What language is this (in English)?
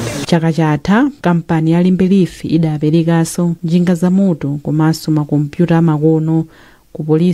Nyanja